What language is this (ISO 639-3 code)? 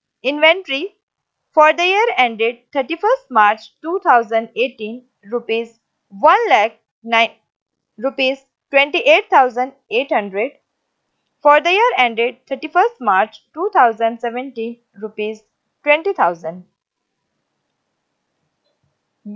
hin